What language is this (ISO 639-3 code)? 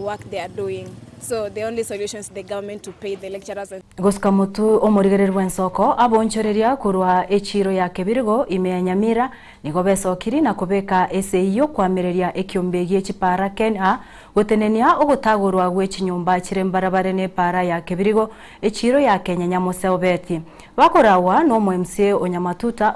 guz